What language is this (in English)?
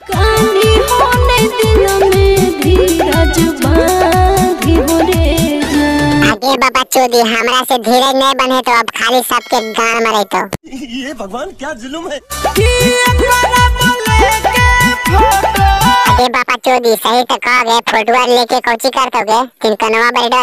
Magahi